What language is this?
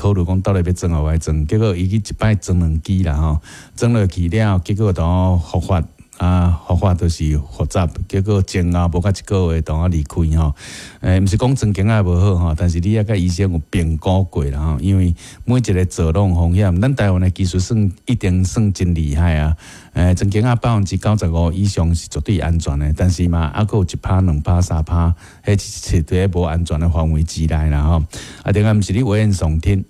Min Nan Chinese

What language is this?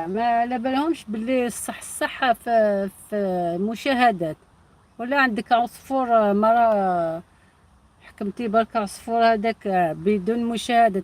Algerian Arabic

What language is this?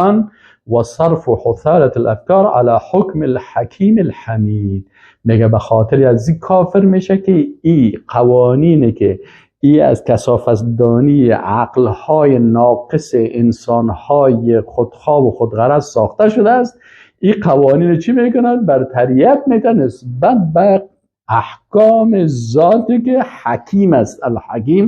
Persian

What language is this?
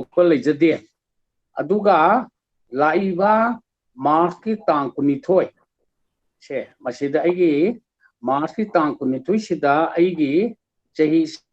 Manipuri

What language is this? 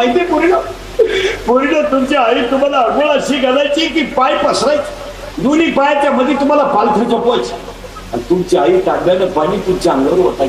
Marathi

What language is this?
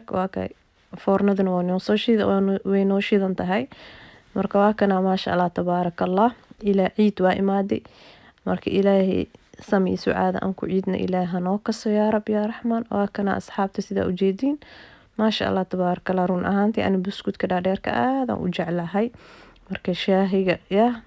Somali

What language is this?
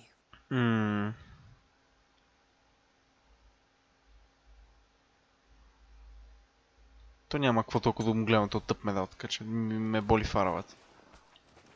Bulgarian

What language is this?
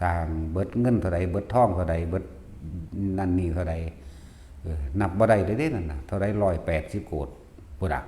Lao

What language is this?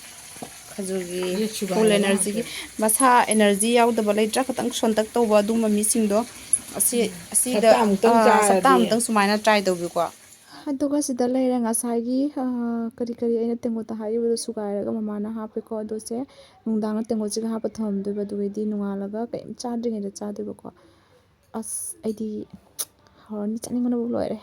Manipuri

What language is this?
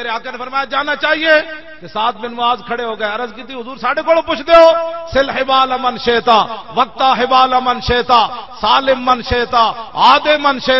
Western Panjabi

